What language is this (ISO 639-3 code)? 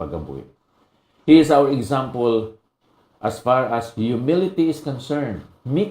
hil